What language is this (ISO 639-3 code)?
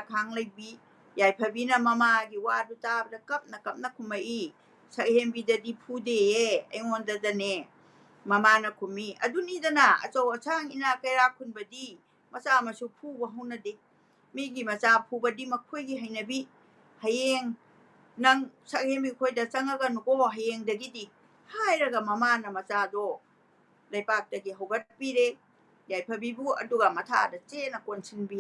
mni